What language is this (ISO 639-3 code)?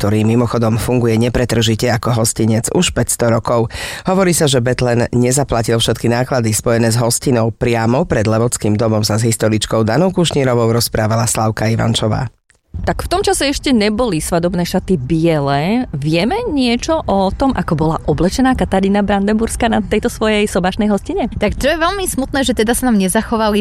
slk